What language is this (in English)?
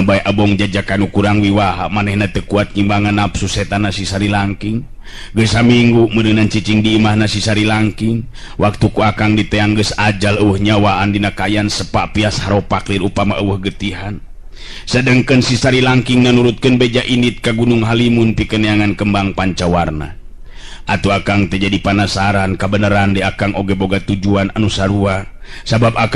Sundanese